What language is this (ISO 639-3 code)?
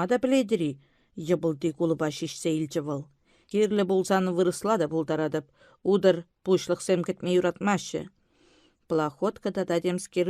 chv